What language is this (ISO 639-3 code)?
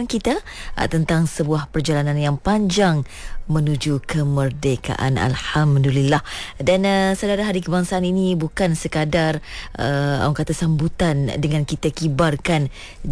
msa